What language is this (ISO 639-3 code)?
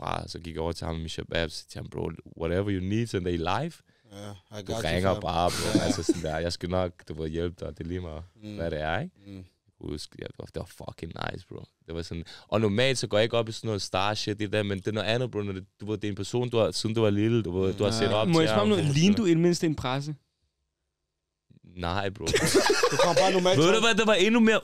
dan